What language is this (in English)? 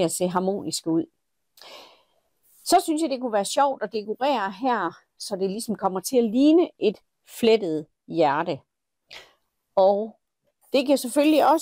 Danish